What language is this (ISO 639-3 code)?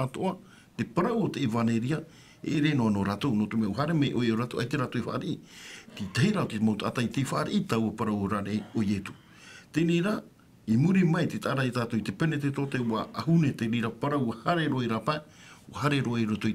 tah